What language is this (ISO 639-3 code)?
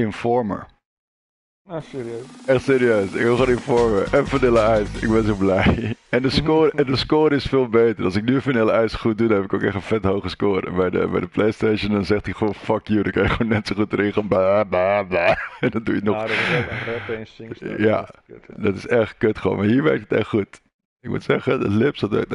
nld